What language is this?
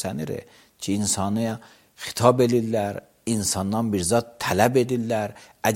Azerbaijani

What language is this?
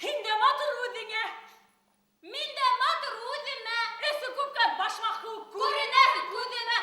Bashkir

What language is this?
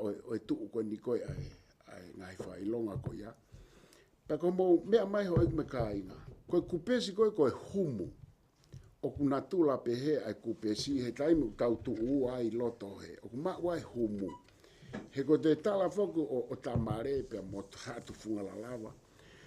Tongan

